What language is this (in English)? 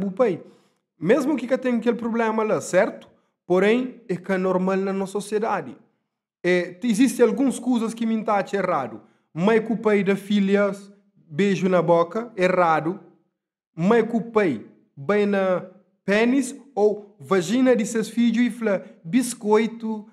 Kabuverdianu